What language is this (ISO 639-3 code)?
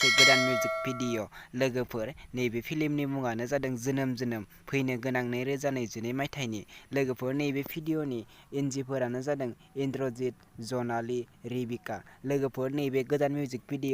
brx